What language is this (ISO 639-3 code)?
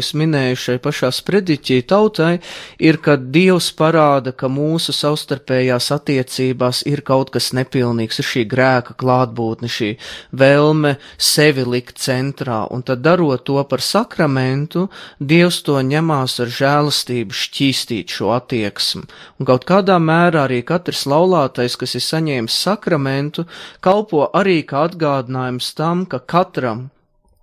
lav